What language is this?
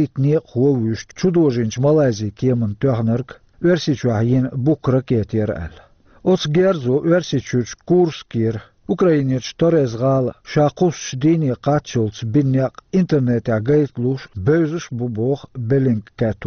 Chechen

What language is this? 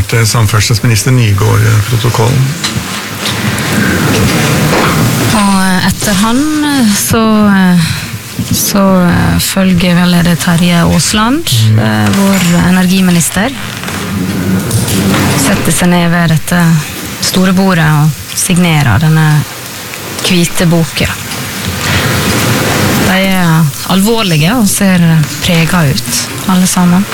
Norwegian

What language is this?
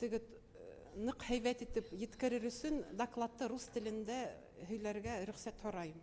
Bashkir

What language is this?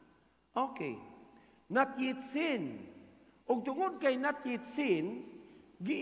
Cebuano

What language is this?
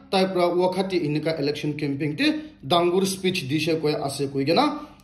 Naga Pidgin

